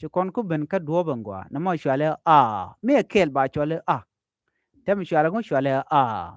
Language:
Nuer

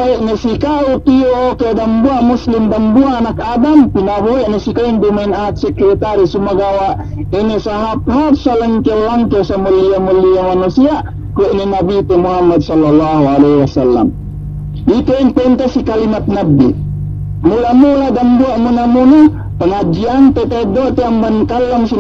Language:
Yakan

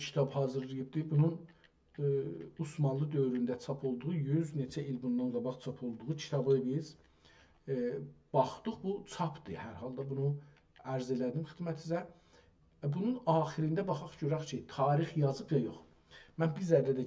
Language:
South Azerbaijani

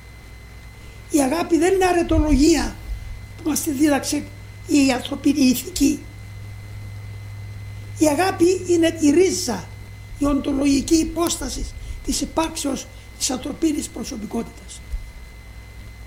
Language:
Greek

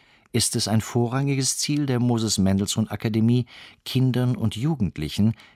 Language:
German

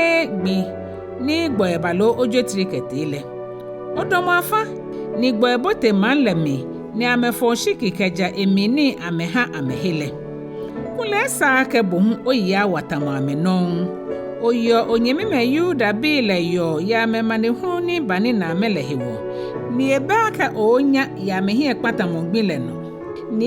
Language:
Ga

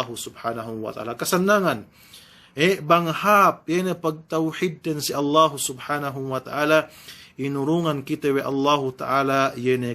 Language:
Yakan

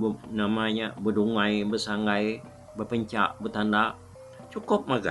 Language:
Iban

